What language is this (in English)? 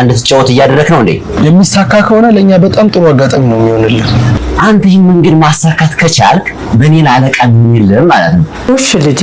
Amharic